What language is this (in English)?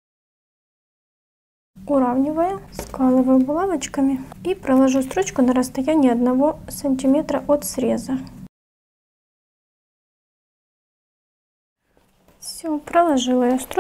Russian